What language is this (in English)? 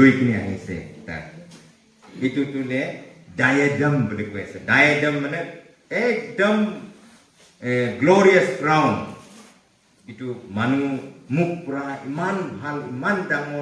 Naga Pidgin